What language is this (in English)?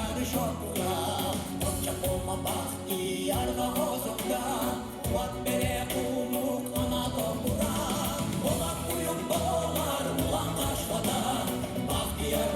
Kumyk